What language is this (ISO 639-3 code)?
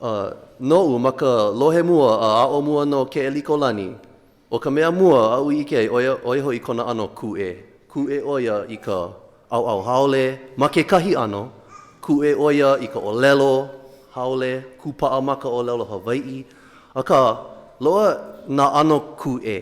haw